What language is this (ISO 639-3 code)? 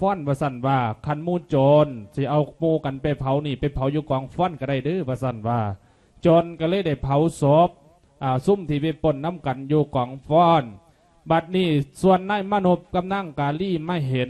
lao